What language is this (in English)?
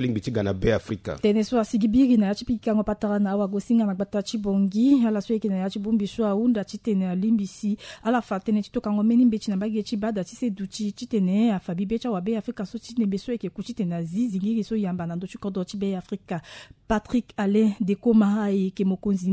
Sango